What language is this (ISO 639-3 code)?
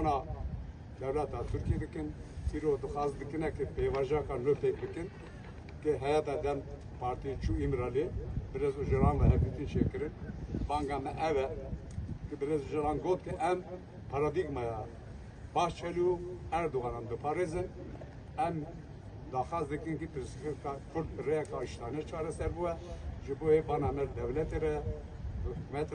kur